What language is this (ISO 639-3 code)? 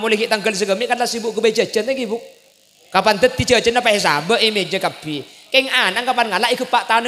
mad